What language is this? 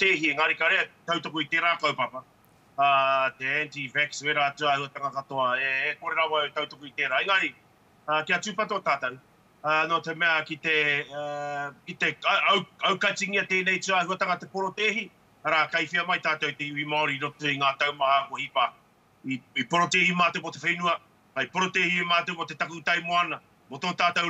Māori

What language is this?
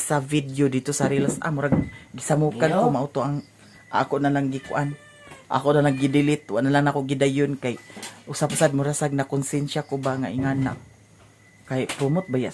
Cebuano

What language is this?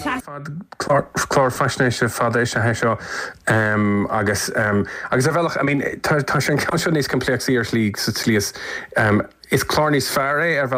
Irish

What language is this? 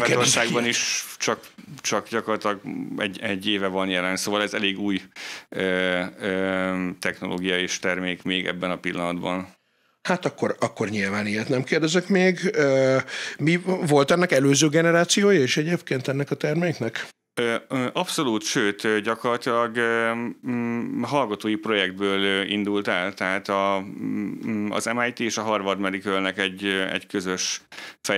Hungarian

